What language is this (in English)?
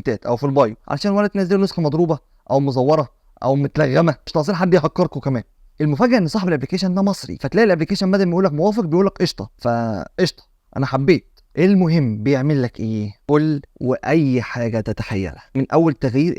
Egyptian Arabic